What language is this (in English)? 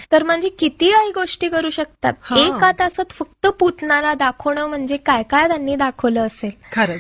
Marathi